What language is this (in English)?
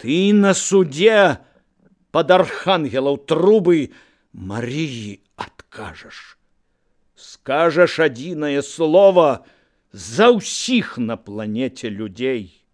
Belarusian